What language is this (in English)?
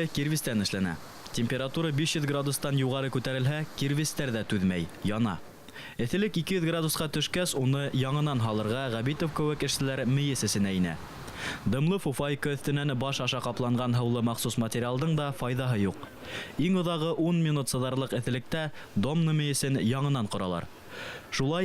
Bashkir